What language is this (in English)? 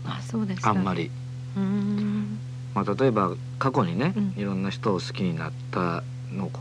Japanese